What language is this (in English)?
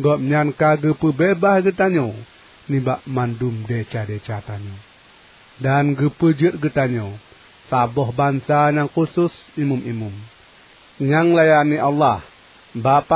Achinese